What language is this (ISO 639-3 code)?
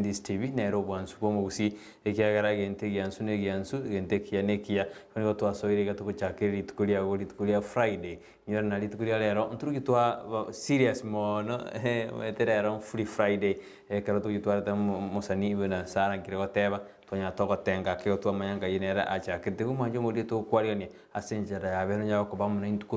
guz